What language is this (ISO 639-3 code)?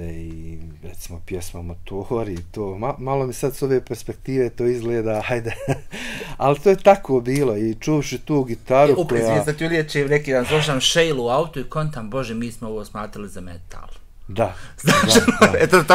bos